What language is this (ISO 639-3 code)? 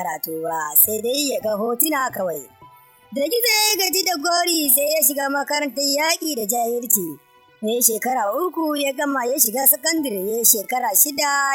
hau